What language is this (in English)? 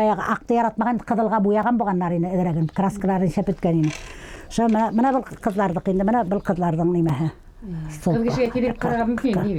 Bashkir